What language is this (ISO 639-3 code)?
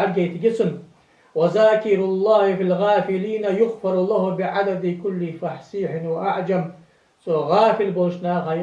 inh